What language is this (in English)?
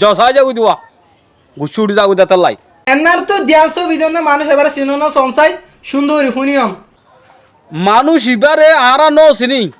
Rohingya